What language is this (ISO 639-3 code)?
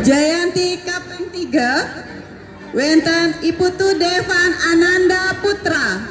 ban